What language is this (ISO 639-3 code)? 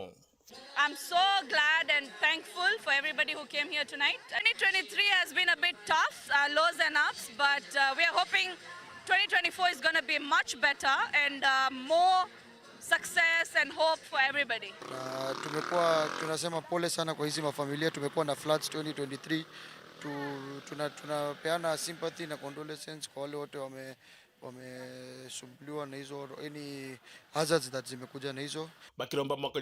mer